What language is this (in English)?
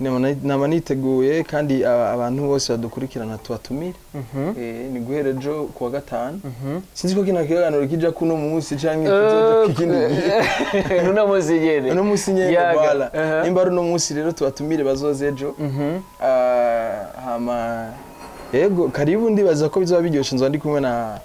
Rundi